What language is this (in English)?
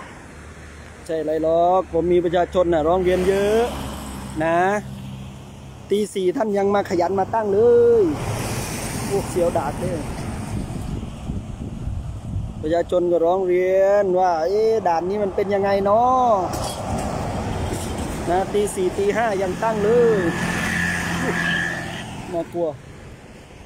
Thai